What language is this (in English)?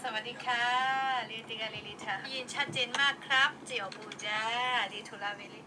Lahu